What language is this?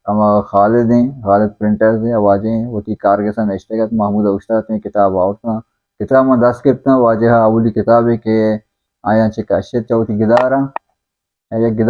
Baluchi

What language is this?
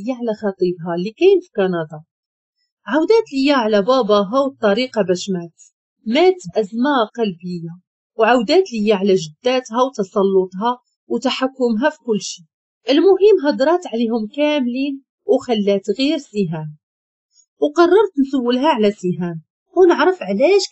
Moroccan Arabic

